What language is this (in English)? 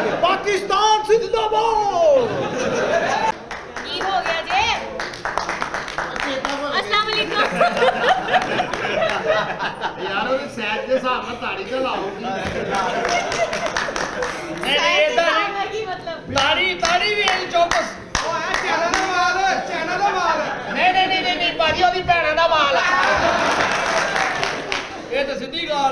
Punjabi